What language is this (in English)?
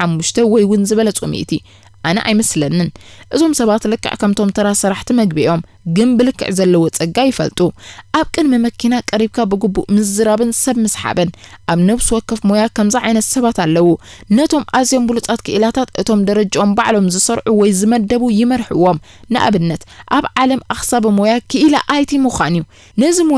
Tigrinya